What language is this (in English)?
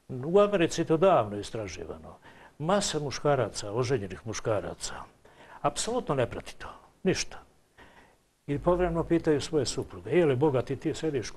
Serbian